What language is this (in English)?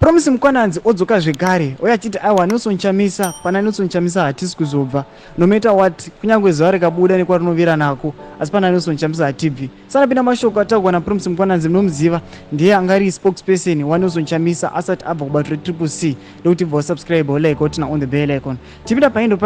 Shona